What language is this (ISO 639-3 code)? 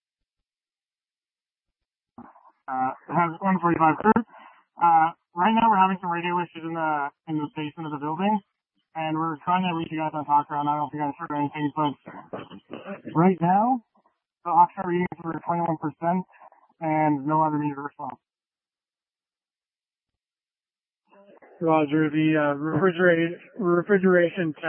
eng